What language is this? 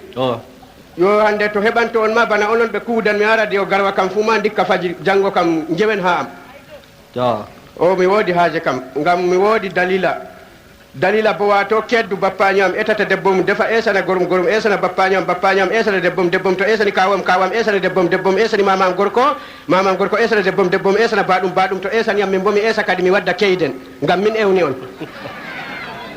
Fula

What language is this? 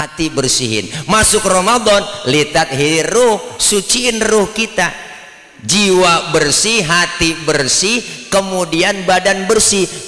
Betawi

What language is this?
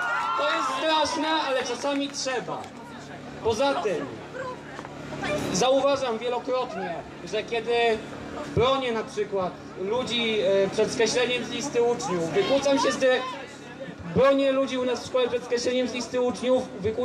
Polish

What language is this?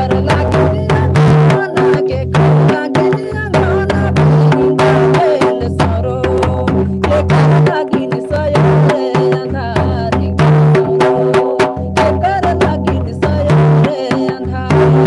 Sadri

